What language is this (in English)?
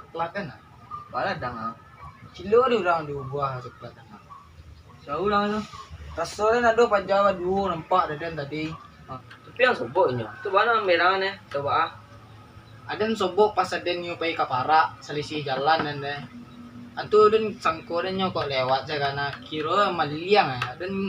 Minangkabau